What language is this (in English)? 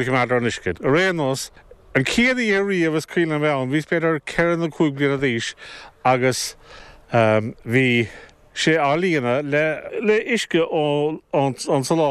Irish